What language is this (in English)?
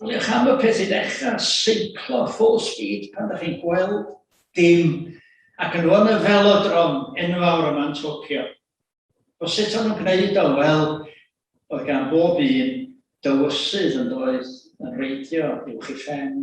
Welsh